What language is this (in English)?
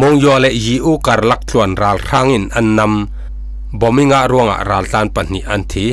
Falam Chin